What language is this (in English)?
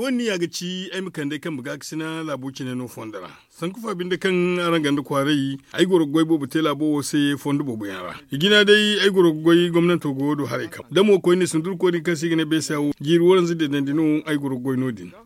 Zarma